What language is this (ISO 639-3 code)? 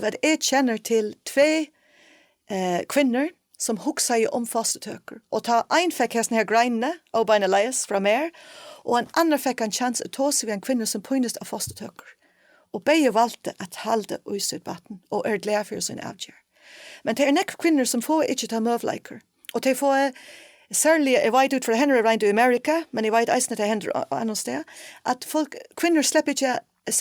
fao